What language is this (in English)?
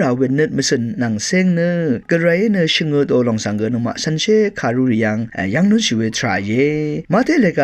Rawang